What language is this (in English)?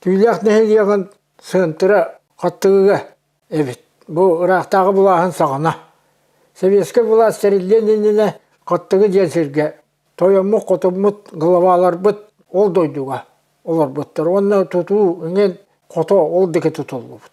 Yakut